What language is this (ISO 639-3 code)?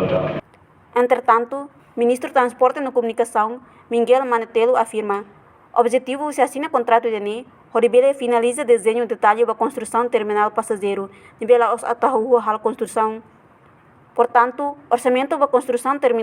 tet